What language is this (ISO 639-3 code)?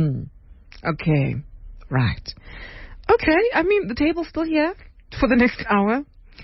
eng